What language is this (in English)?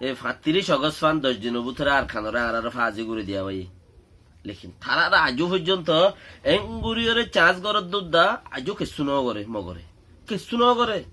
Rohingya